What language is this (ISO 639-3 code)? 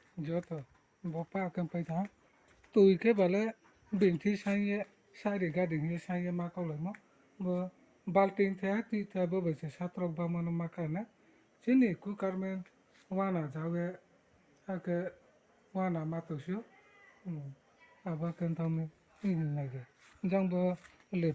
ria